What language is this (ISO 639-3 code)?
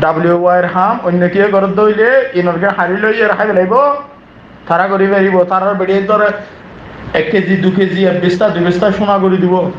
rhg